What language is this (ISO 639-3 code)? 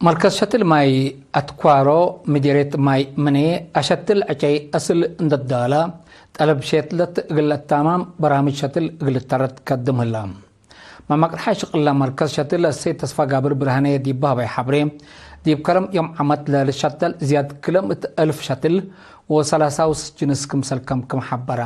tig